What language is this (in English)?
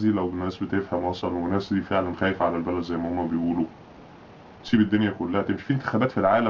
Egyptian Arabic